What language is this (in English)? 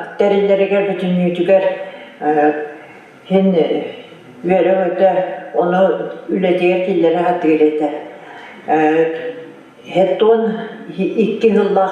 Yakut